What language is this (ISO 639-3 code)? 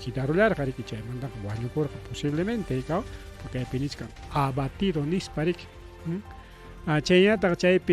quy